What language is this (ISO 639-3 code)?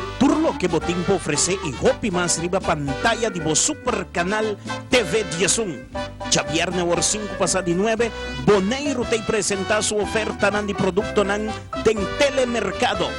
pap